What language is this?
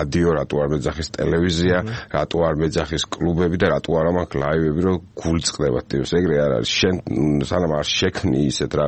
Georgian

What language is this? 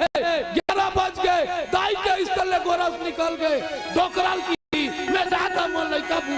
Chhattisgarhi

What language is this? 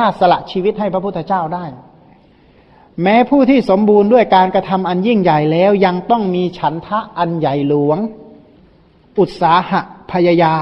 Thai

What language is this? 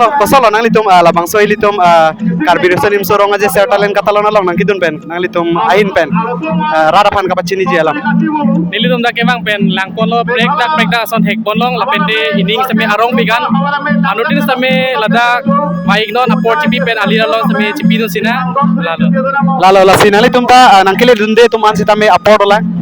Karbi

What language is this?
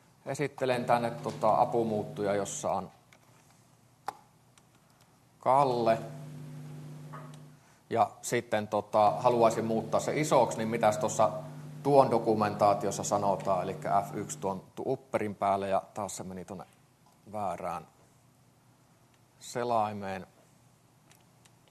Finnish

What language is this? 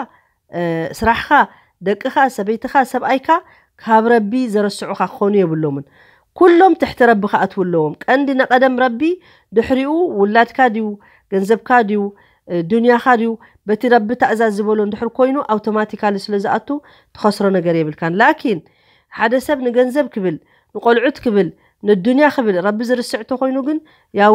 Tigrinya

